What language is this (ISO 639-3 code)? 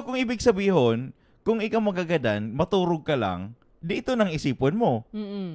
bik